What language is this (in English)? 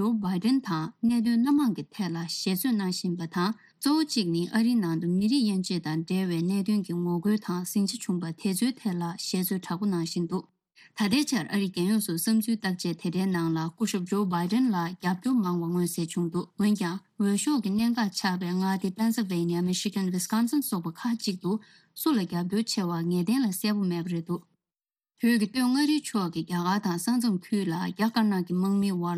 Tibetan